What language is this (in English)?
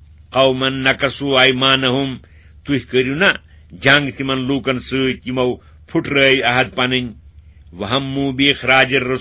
Kashmiri